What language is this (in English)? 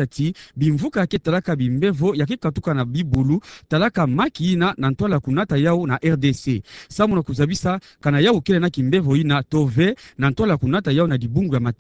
Kituba (Democratic Republic of Congo)